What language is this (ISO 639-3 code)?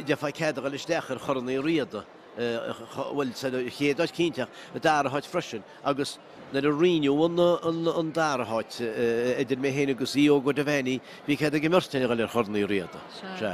gle